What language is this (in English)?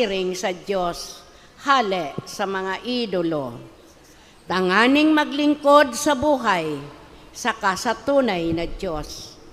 Bikol